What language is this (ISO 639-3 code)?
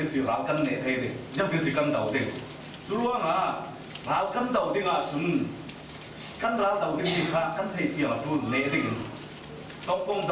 cfm